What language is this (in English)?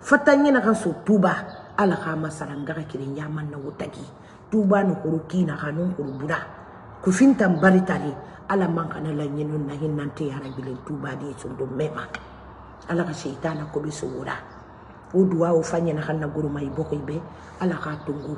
Mandingo